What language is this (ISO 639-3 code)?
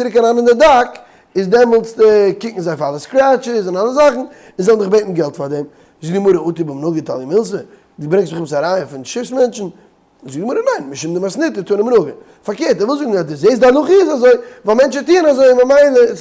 yid